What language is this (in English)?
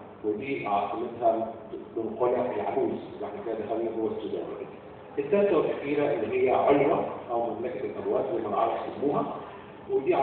Egyptian Arabic